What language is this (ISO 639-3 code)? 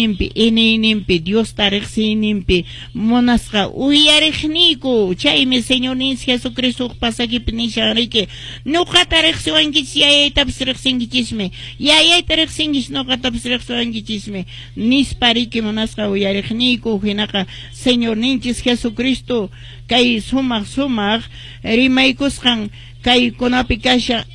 que